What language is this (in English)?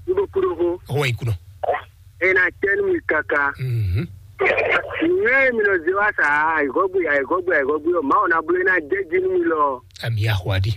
Fon